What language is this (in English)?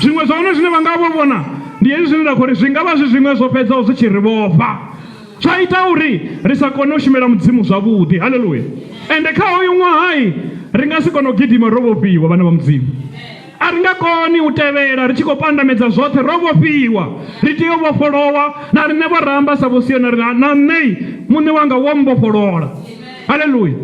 Venda